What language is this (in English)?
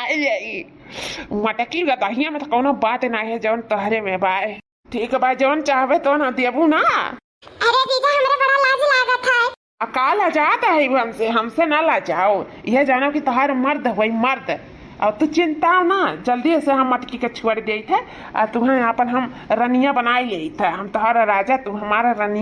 Awadhi